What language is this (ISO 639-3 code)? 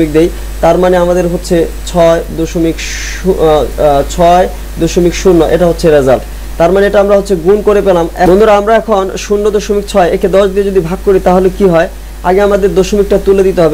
ben